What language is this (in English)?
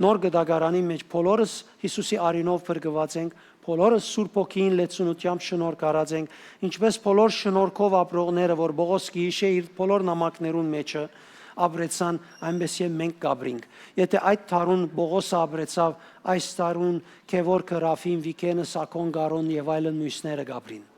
Western Armenian